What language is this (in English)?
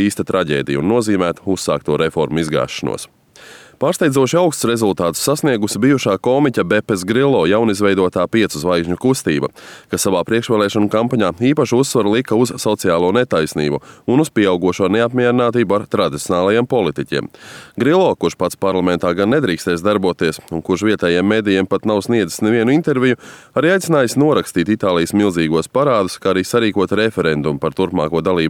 Latvian